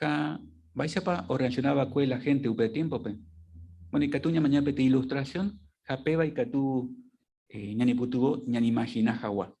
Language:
Guarani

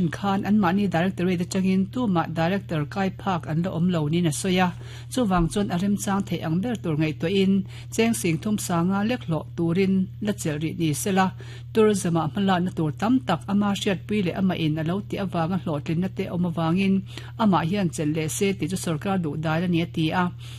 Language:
Mizo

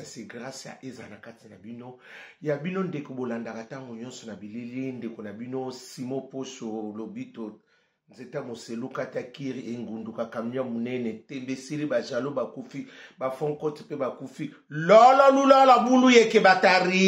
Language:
Lingala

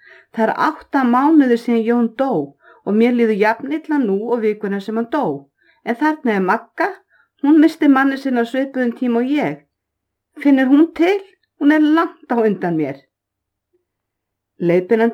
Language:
Icelandic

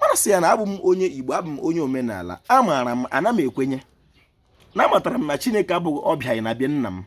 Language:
Igbo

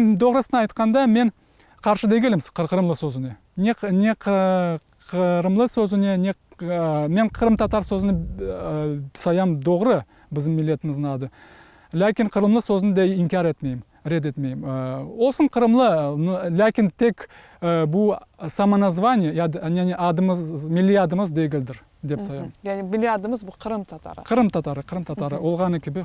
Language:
Crimean Tatar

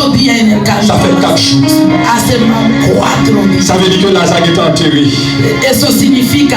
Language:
Haitian Creole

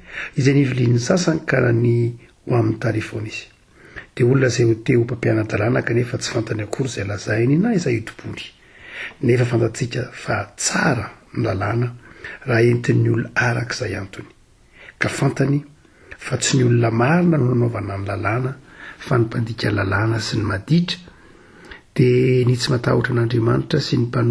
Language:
Malagasy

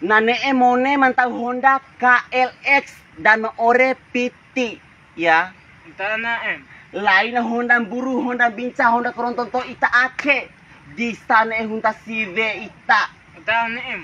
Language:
Bima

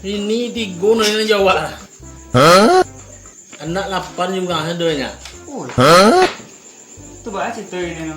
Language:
Minangkabau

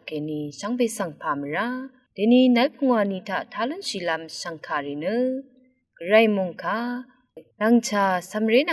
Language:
Rawang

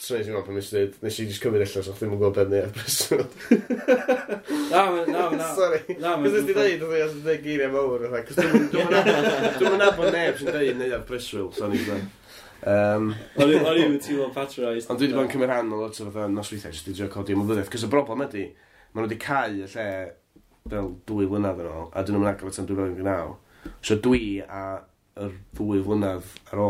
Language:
Welsh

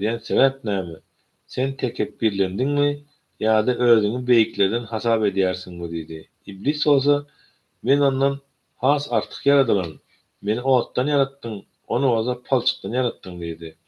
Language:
Turkmen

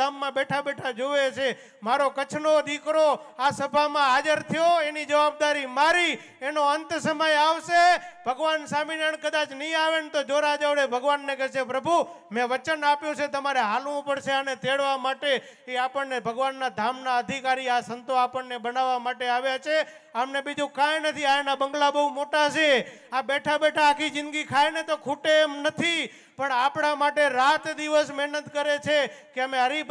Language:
Gujarati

